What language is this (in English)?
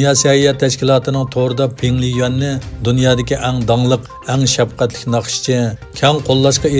Uyghur